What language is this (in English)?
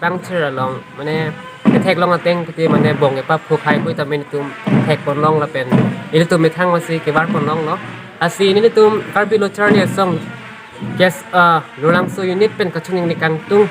Karbi